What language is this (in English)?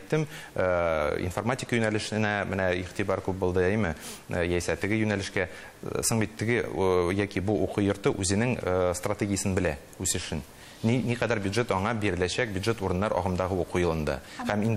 Tatar